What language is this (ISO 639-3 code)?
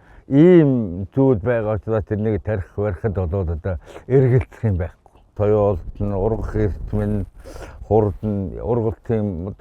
mon